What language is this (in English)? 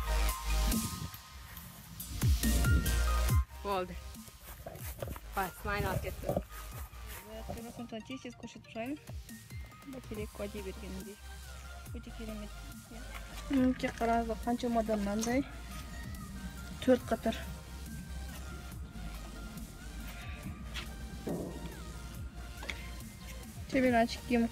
Kazakh